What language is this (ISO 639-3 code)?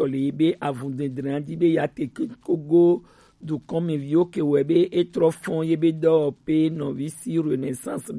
gej